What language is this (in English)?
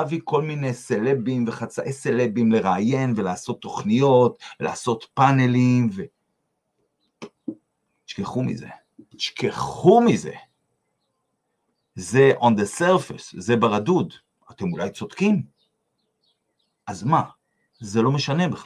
Hebrew